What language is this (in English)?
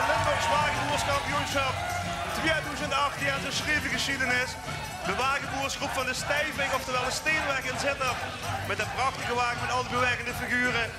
Limburgish